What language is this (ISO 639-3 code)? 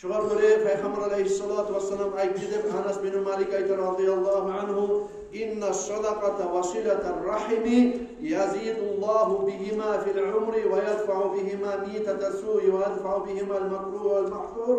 kum